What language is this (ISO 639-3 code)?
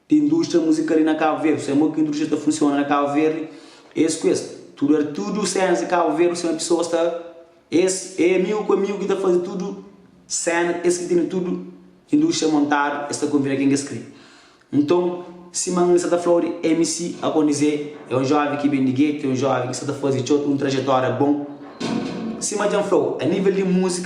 kea